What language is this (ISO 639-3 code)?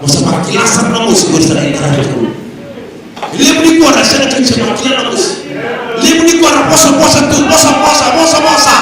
fij